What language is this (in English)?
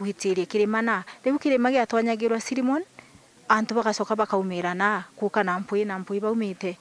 Meru